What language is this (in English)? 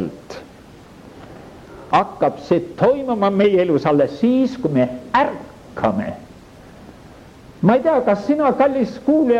Estonian